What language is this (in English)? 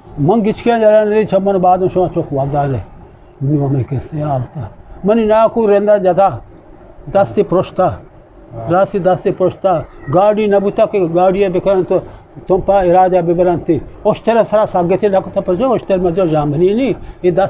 Eastern Balochi